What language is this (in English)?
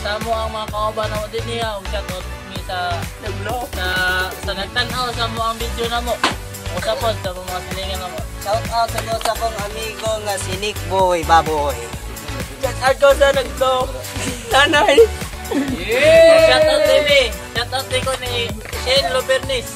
Cebuano